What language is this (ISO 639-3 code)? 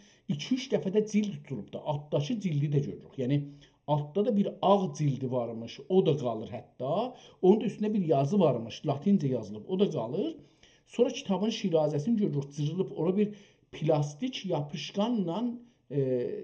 azb